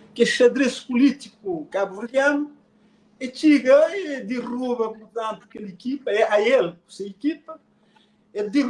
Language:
Kabuverdianu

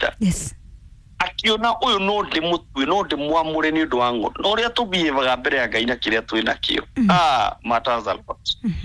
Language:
Kikuyu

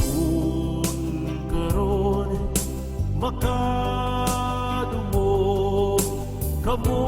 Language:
Cebuano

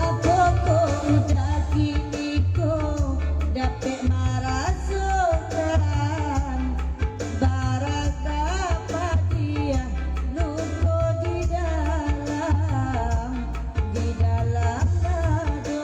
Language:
Minangkabau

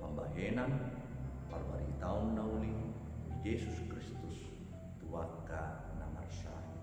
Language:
Batak Toba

